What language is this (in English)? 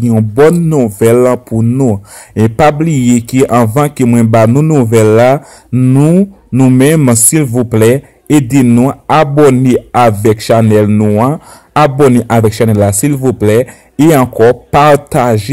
Haitian Creole